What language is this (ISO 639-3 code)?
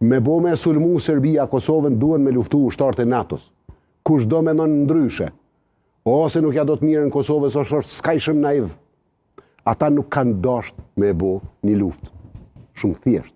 sqi